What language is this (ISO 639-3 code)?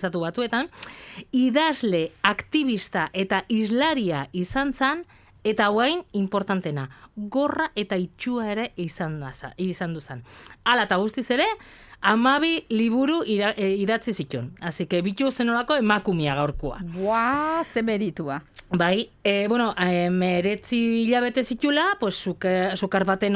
eus